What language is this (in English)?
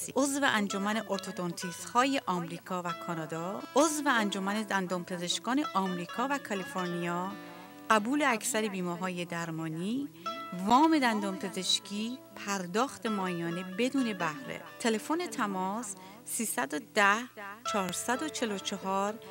Persian